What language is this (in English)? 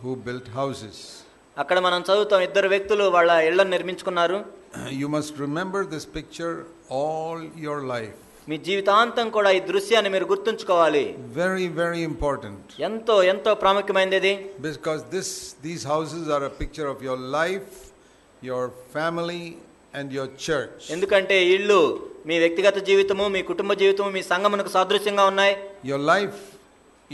Telugu